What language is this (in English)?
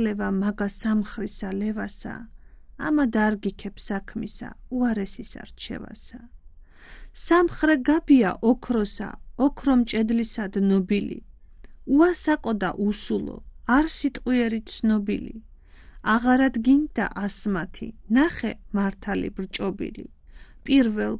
Georgian